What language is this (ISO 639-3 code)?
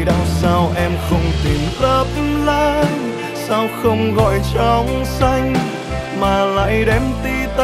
vie